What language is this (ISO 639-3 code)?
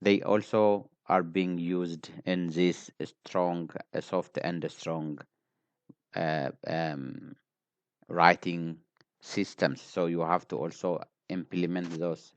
eng